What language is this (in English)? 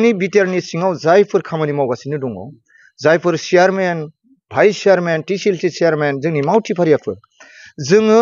Bodo